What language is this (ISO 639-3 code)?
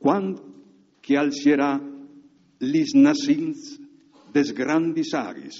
fur